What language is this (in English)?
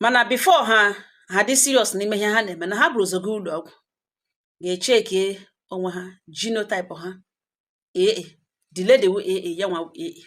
Igbo